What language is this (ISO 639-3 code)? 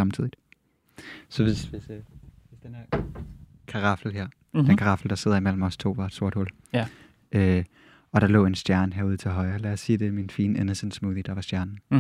dan